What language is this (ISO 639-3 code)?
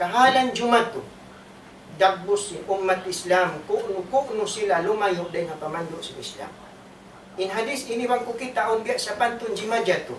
tsg